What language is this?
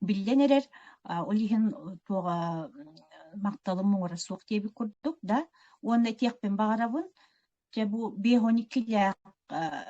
Yakut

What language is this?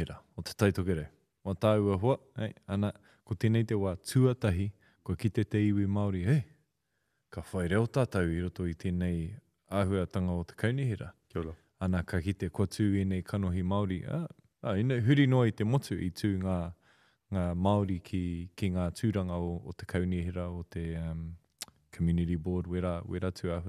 Māori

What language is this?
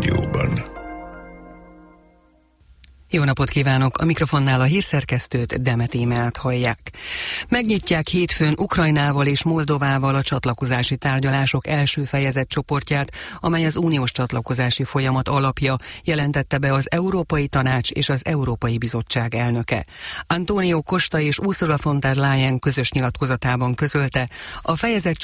Hungarian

